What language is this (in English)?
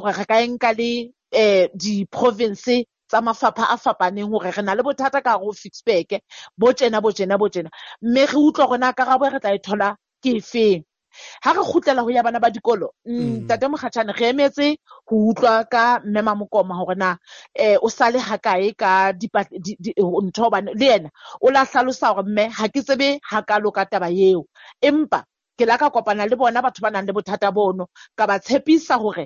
Southern Sotho